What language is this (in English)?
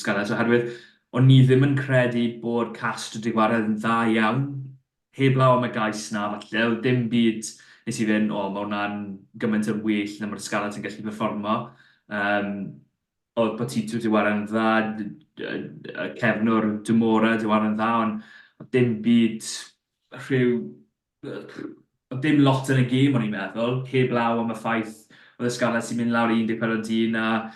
Welsh